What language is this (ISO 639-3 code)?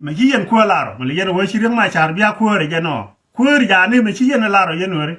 nus